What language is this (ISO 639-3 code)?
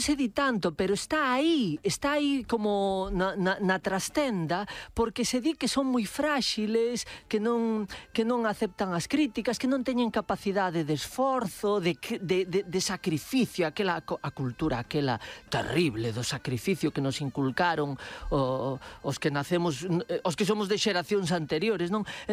glg